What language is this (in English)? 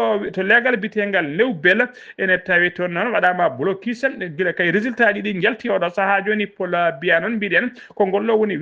Fula